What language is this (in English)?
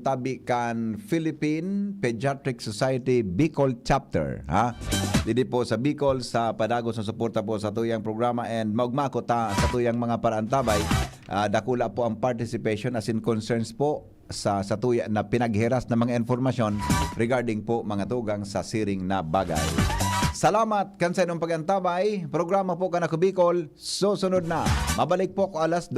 Bikol